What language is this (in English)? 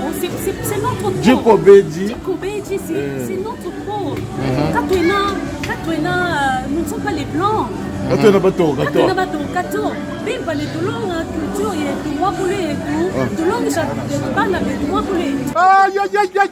Luba-Lulua